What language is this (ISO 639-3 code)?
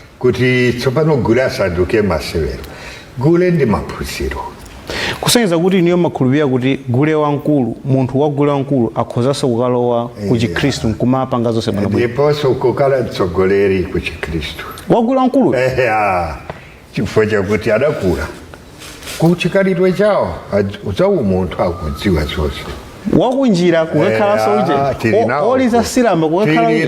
nya